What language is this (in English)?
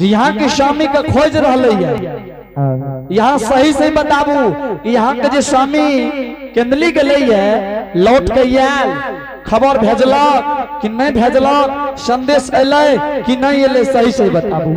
Angika